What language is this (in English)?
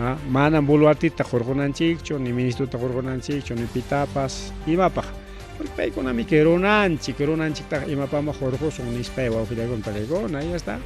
Ayacucho Quechua